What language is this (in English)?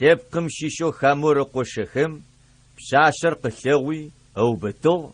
Adyghe